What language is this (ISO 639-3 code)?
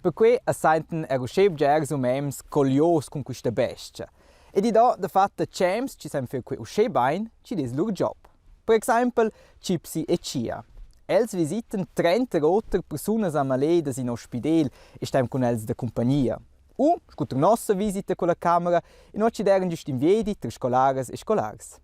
roh